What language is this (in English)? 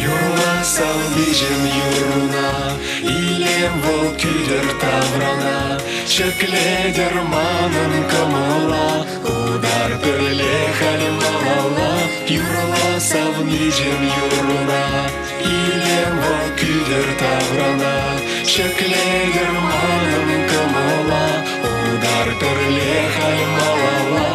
Chuvash